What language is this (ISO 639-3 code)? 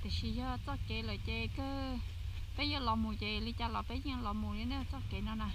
hmn